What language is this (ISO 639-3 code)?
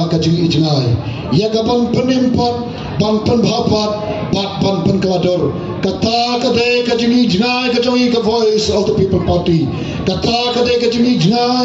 kha